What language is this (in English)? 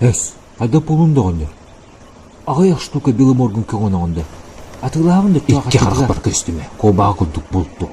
Yakut